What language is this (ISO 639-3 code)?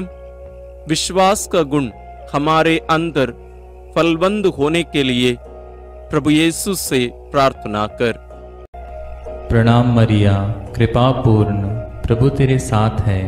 hin